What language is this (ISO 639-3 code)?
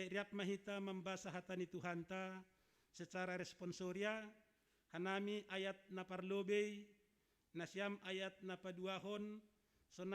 bts